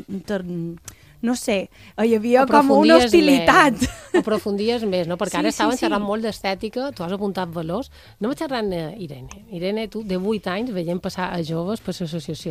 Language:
Catalan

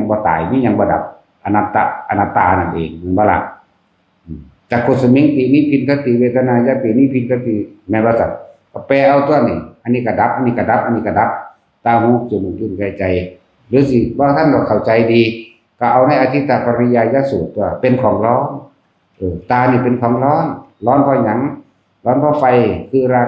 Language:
Northeastern Thai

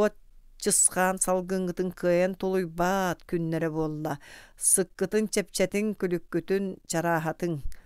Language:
Yakut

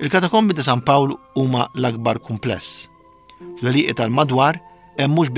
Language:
Maltese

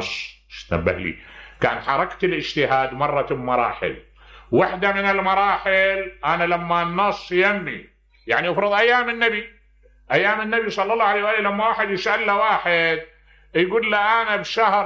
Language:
Mesopotamian Arabic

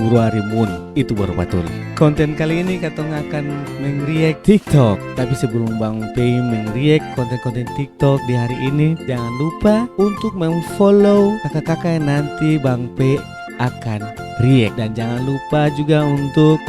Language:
Ambonese Malay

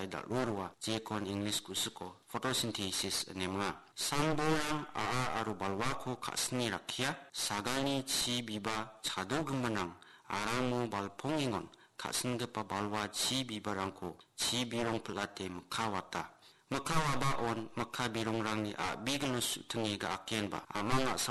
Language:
Garo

